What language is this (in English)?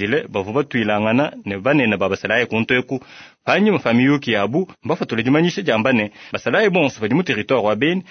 Luba-Lulua